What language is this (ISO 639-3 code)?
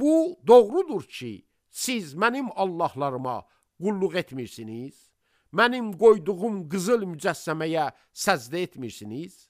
aze